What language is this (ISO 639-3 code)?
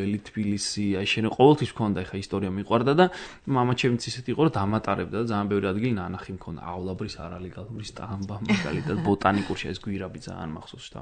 kat